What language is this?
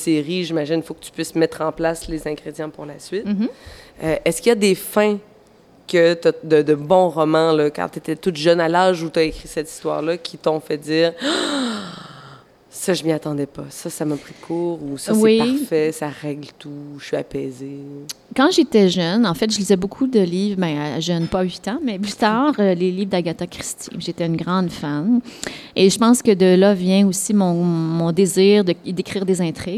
French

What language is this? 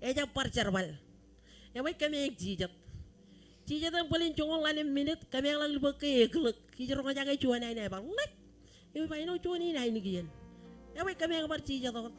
Marshallese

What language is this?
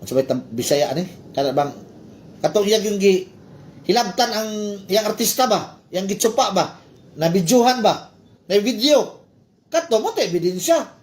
Cebuano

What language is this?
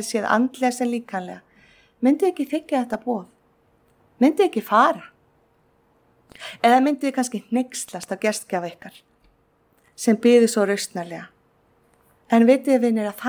Icelandic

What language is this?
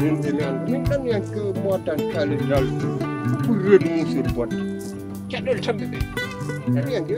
Fula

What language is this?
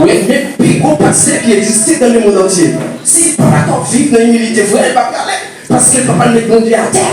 Haitian Creole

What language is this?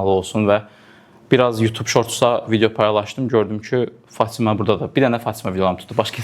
Azerbaijani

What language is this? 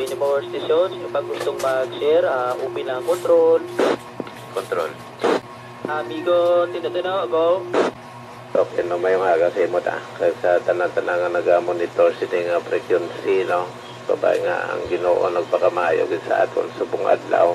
Hiligaynon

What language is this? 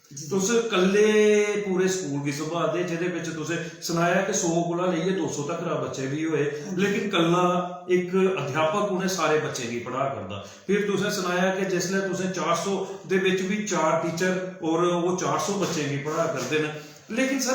Dogri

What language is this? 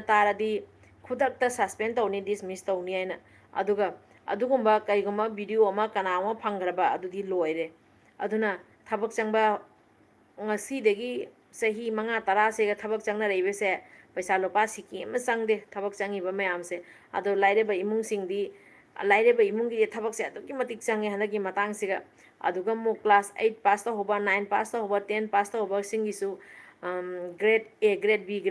Manipuri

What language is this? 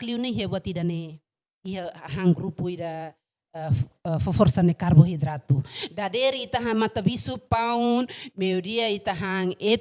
Tetum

